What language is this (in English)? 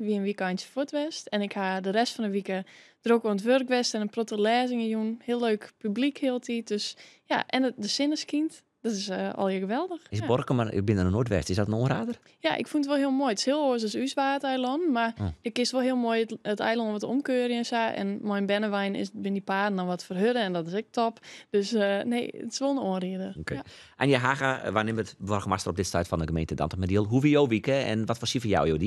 Western Frisian